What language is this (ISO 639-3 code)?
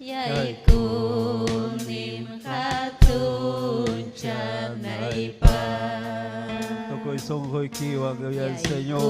quy